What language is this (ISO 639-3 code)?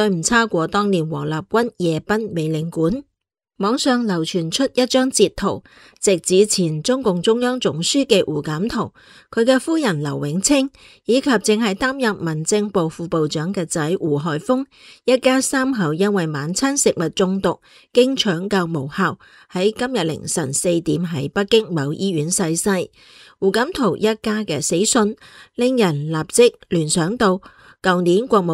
yue